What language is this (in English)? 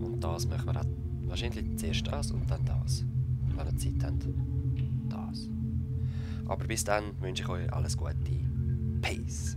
Swiss German